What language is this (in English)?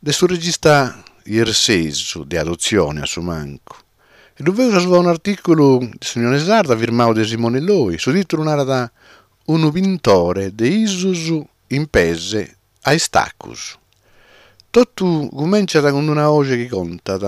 Sardinian